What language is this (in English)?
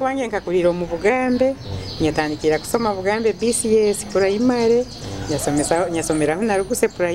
Nyoro